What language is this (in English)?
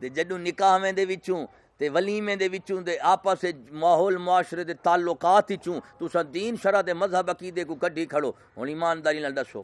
Saraiki